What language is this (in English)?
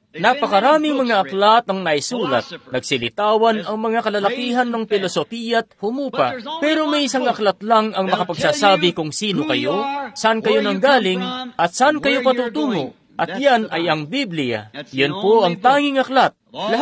Filipino